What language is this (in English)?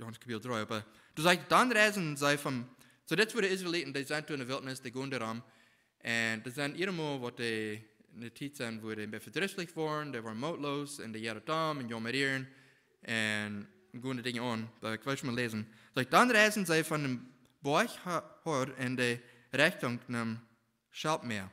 Plautdietsch